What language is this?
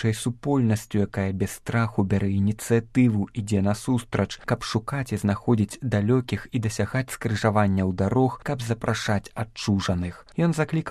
Belarusian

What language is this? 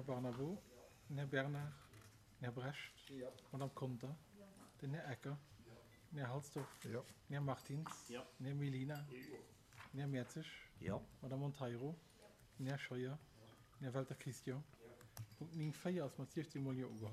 Luxembourgish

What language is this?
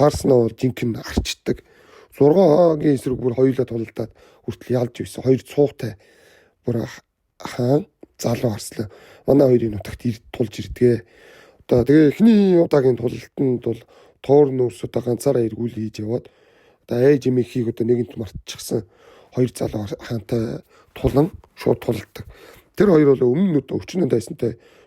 Mongolian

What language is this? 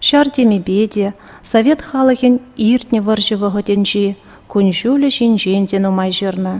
Chuvash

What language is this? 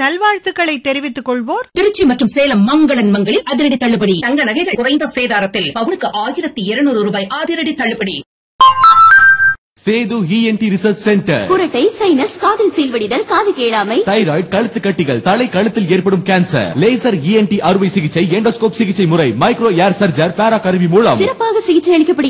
Tamil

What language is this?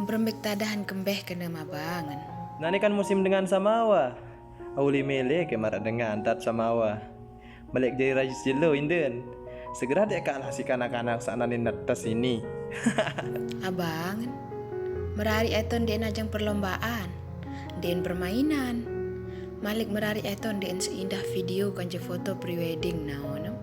Sasak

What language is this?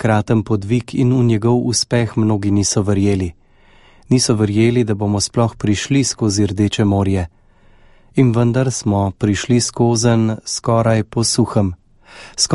Slovenian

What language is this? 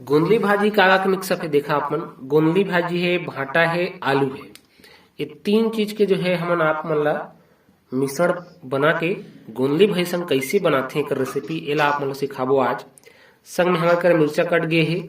Chhattisgarhi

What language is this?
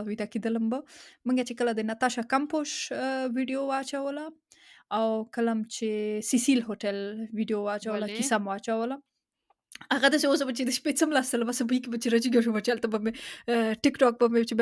Pashto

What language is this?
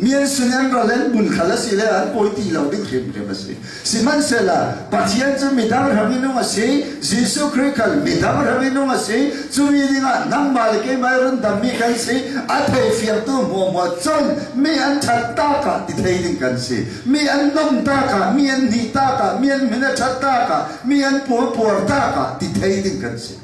Falam Chin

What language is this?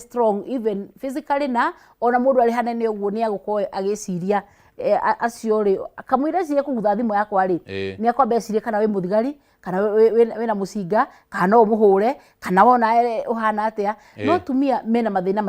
Kikuyu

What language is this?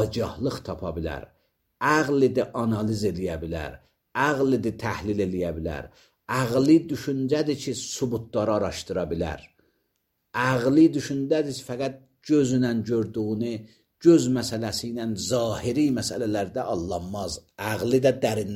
Azerbaijani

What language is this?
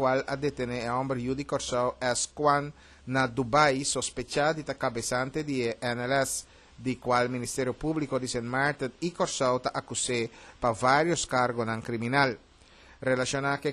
Papiamento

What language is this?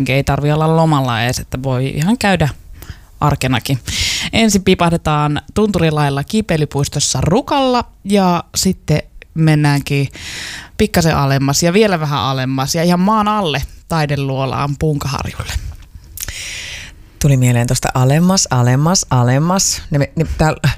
Finnish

